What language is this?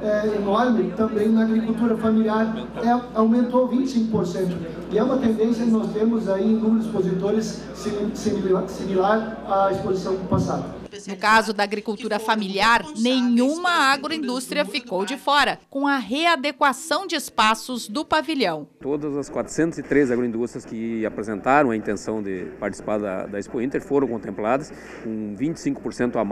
Portuguese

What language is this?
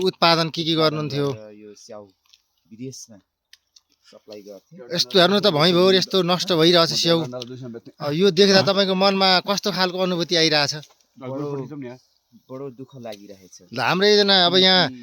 Nepali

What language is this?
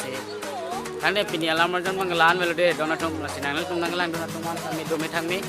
Karbi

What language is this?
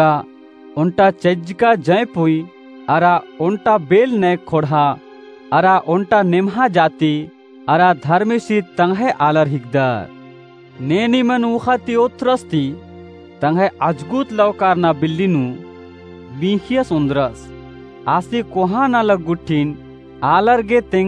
Kurukh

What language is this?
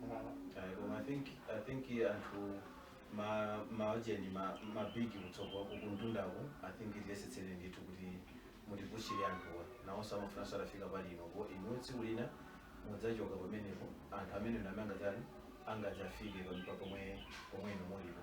Nyanja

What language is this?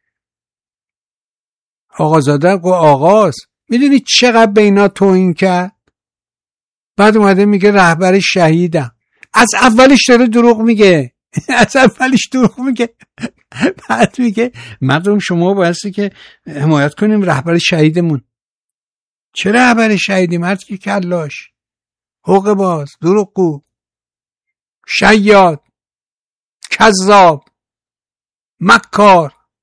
Persian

